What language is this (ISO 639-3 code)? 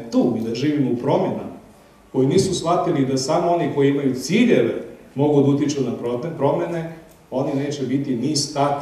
srp